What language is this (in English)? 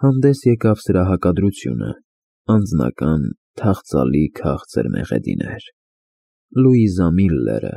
Armenian